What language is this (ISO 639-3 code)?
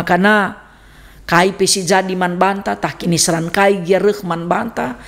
btx